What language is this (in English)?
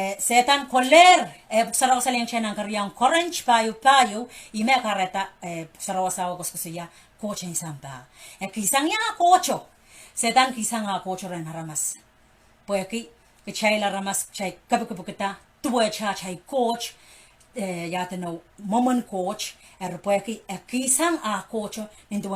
Pohnpeian